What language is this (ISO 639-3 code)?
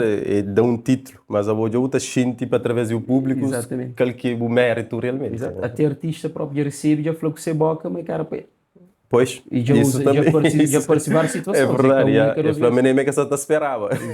kea